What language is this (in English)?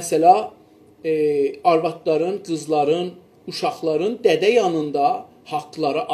South Azerbaijani